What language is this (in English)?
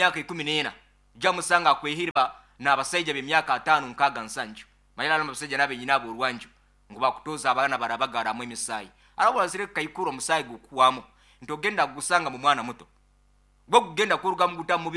Nyoro